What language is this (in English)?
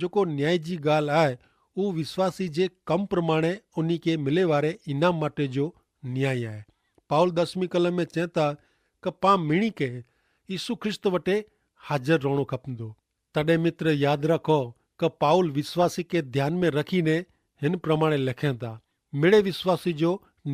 Kachhi